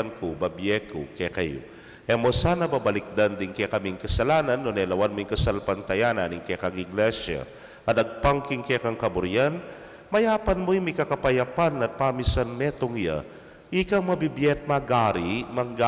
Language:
Pampanga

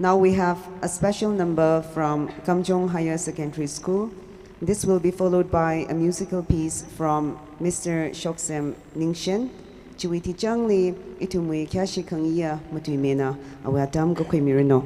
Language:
Tangkhul Naga (India)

